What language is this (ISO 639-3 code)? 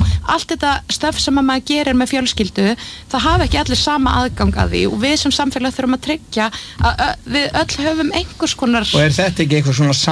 isl